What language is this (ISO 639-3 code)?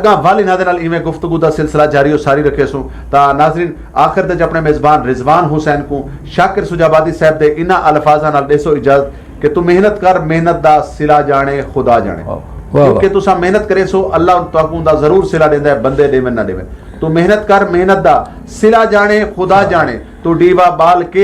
lah